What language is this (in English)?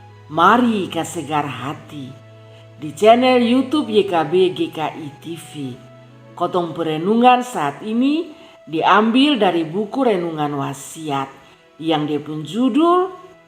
Kupang Malay